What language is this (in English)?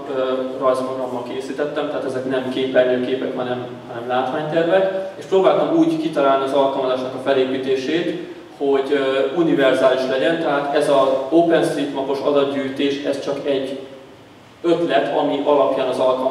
Hungarian